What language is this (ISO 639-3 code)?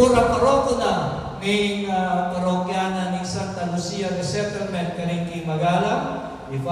pam